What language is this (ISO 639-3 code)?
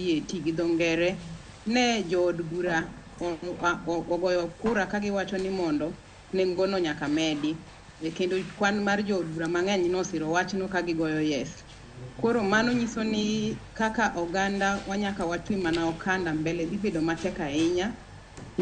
luo